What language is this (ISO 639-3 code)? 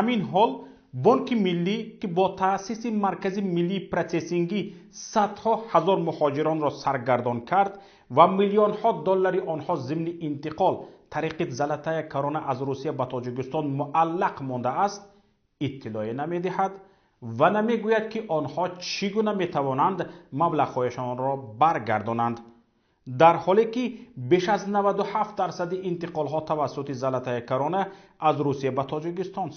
tgk